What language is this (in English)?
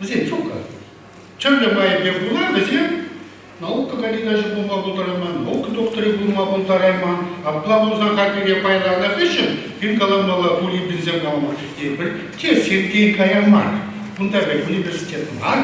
Chuvash